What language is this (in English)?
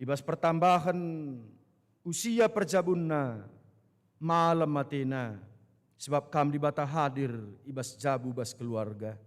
Batak Karo